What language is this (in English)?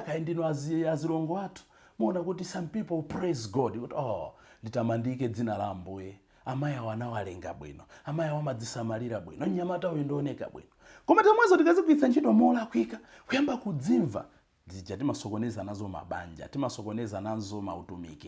Nyanja